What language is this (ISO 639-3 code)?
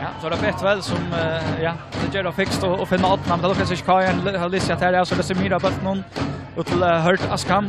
fao